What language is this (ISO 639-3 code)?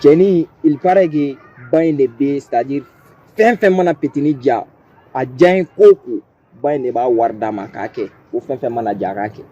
bam